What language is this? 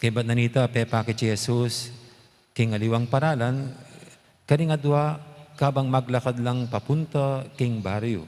Pampanga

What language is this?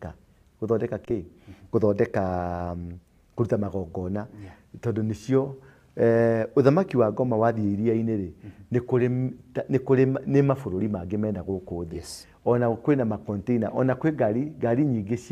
Kikuyu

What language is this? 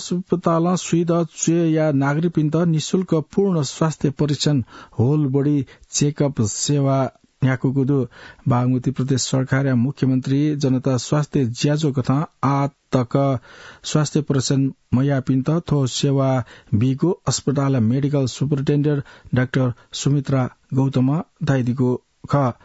Newari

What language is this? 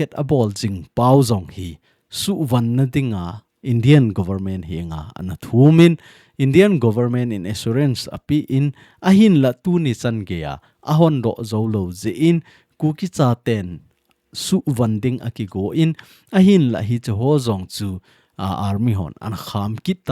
Thado Chin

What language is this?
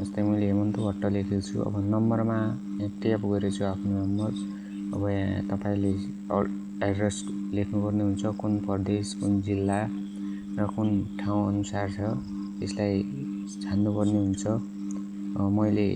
Nepali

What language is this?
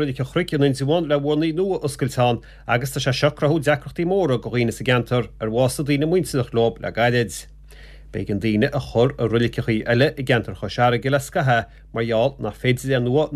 Irish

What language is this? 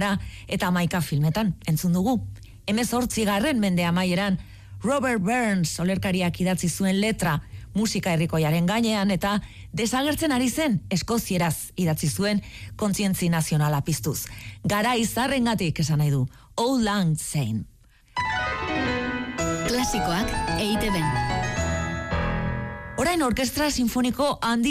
Basque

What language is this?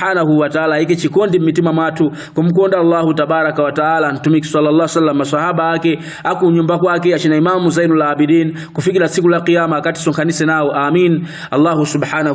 Nyanja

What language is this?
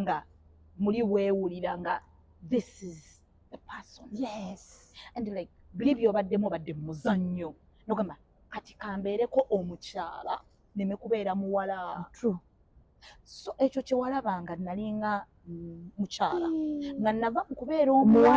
Ganda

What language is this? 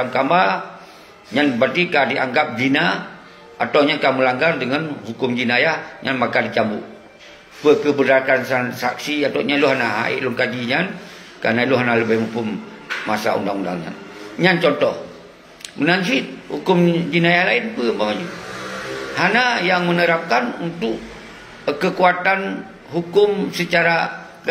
Achinese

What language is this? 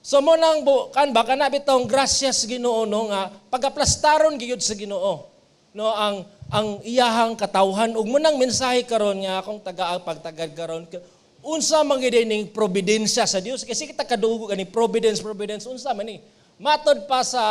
Cebuano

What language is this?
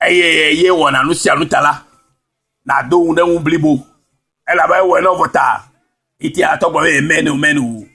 Ewe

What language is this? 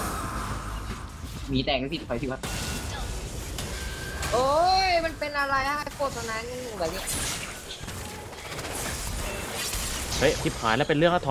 Thai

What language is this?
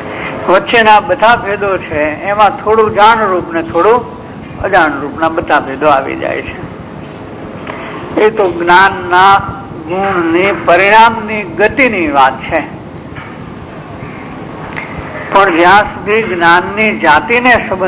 Gujarati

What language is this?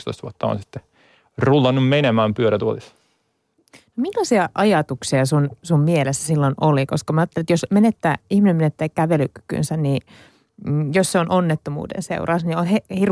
Finnish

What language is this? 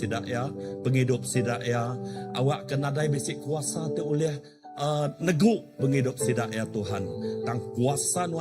Iban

